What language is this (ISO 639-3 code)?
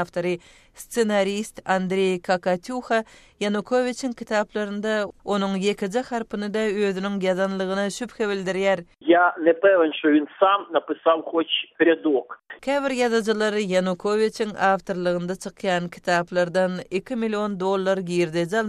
tuk